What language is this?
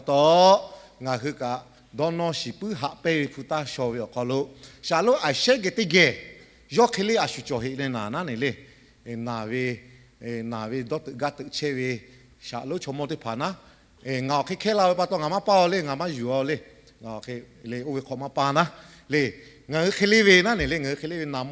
Lahu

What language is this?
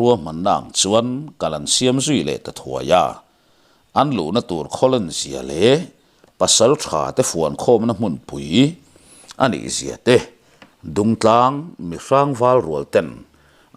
Mizo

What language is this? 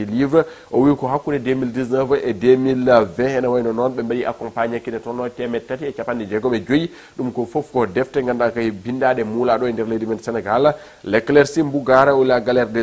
Fula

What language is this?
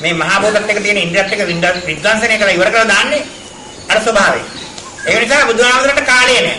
Sinhala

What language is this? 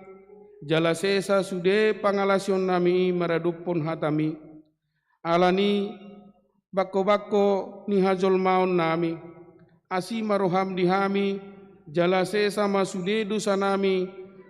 Batak Toba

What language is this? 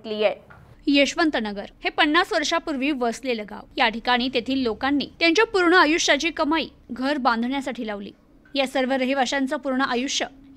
Marathi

